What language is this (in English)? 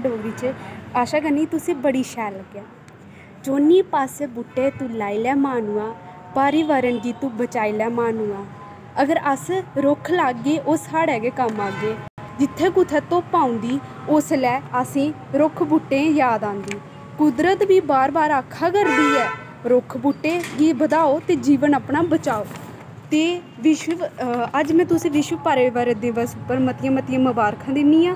Dogri